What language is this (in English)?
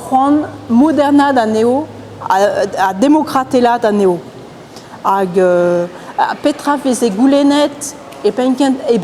Breton